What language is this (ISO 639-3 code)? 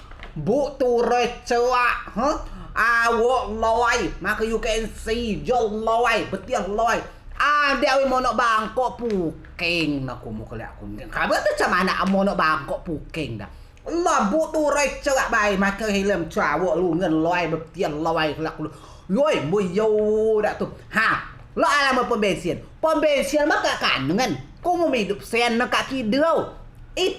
rej